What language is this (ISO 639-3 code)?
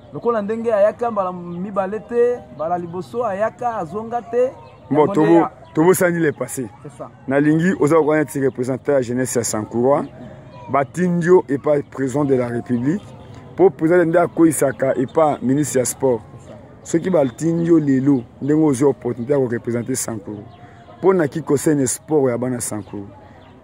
lin